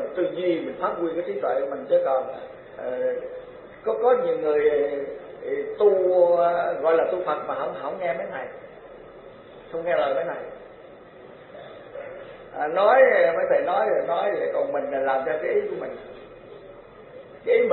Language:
Vietnamese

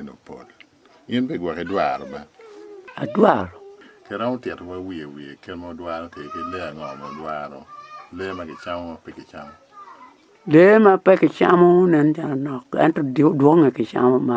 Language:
Acoli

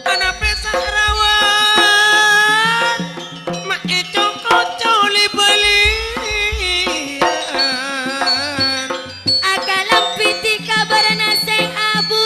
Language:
Madurese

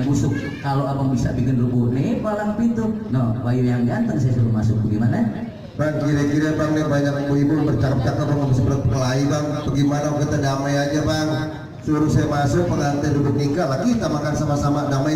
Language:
Betawi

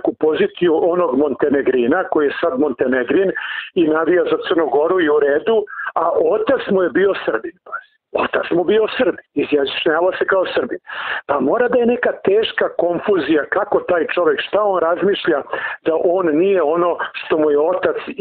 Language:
Serbian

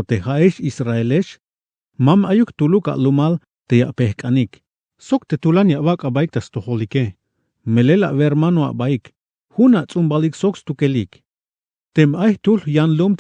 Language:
Tzeltal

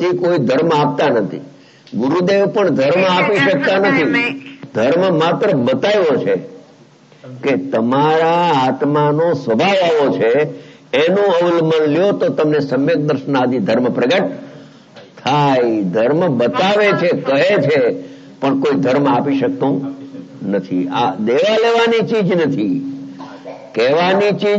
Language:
Gujarati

